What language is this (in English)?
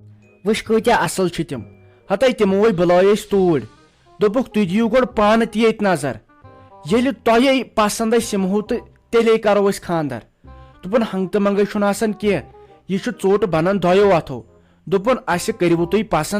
Kashmiri